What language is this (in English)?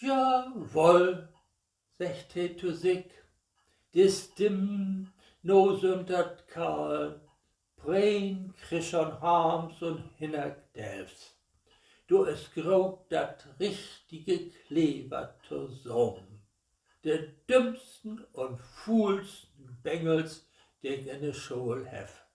Low German